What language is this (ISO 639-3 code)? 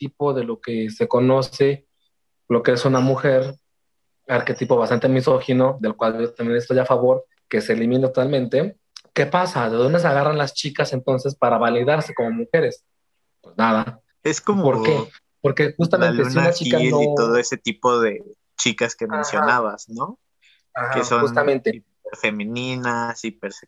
spa